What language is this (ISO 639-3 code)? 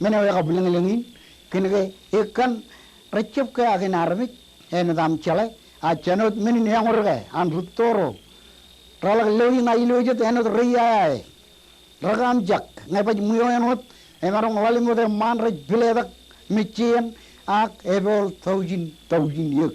mah